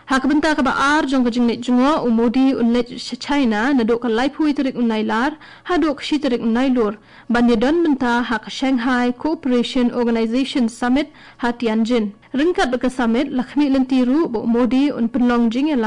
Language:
Khasi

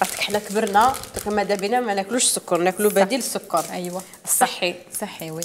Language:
Algerian Arabic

